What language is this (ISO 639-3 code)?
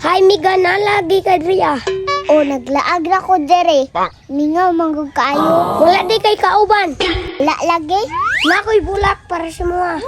ceb